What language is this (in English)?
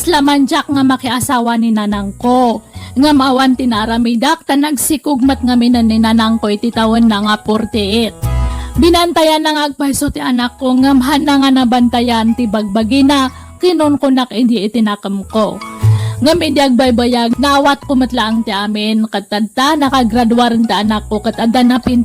Iloko